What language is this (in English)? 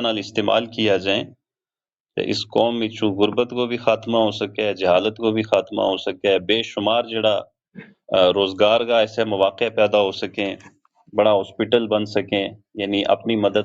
Gujari